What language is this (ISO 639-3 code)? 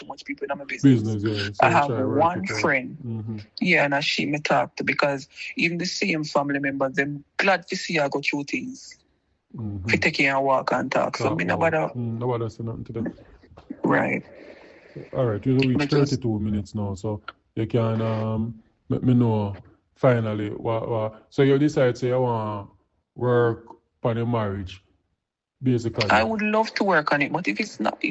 jam